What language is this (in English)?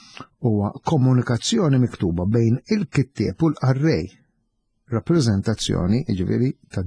Maltese